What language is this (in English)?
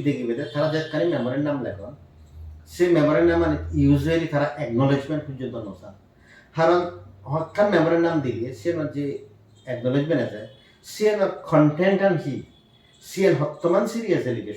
Chakma